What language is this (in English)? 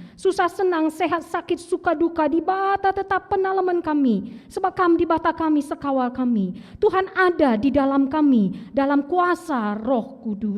Batak Karo